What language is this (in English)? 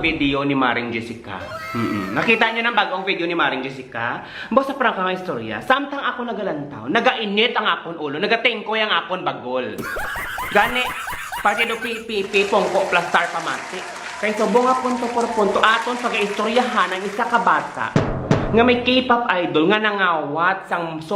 Hiligaynon